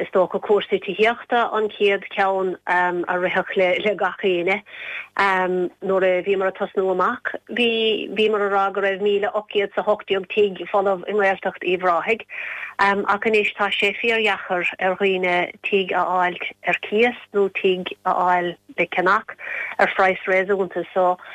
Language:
Irish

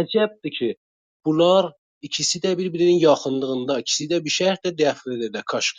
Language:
South Azerbaijani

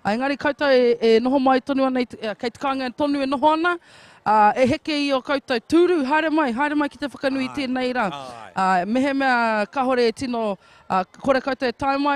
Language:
Māori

